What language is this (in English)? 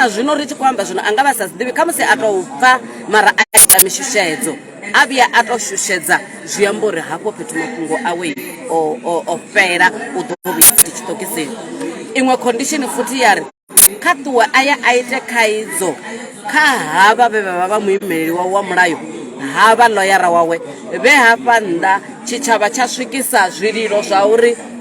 Venda